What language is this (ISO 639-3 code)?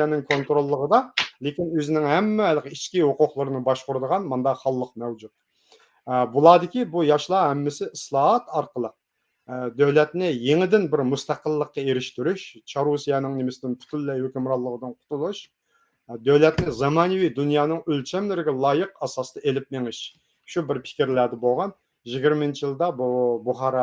uig